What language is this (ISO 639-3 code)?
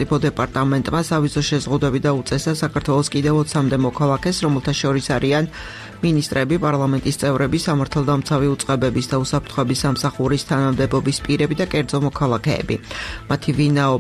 kat